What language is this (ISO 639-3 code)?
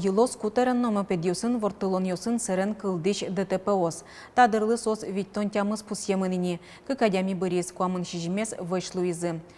udm